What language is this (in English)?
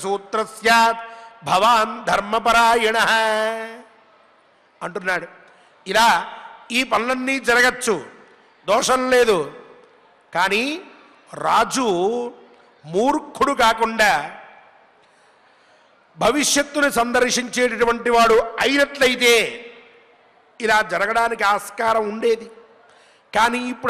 Telugu